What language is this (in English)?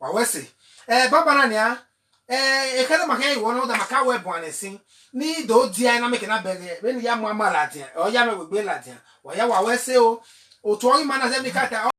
Bini